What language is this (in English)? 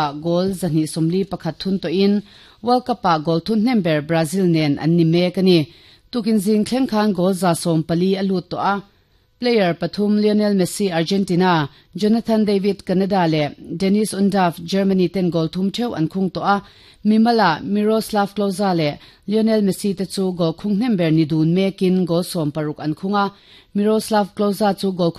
Mizo